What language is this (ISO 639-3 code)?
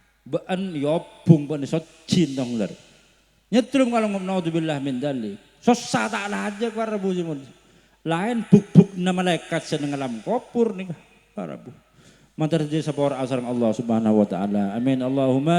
mad